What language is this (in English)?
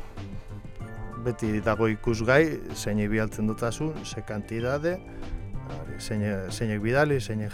Basque